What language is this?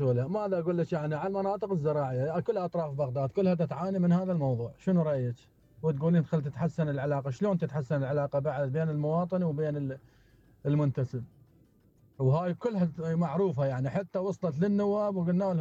Mesopotamian Arabic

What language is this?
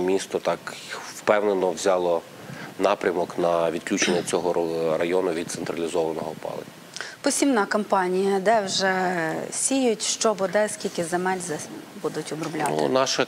Ukrainian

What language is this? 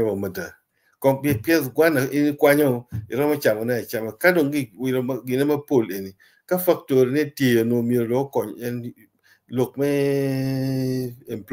Acoli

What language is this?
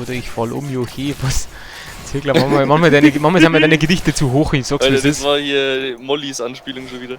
Bavarian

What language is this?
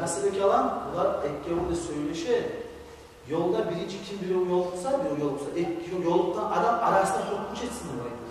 Kumyk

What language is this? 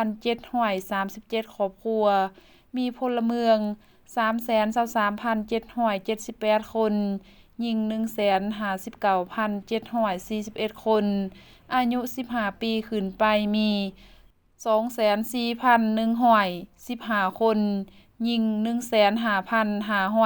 Lao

